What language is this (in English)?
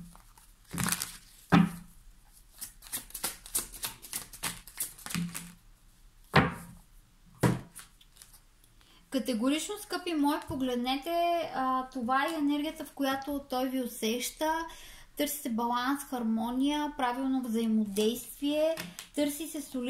Bulgarian